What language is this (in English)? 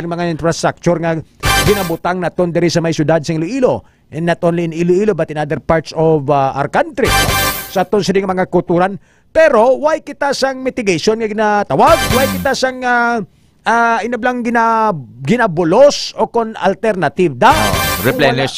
Hiligaynon